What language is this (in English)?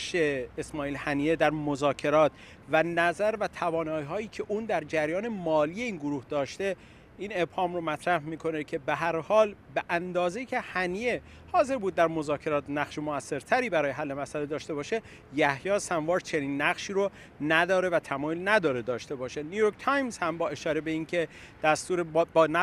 Persian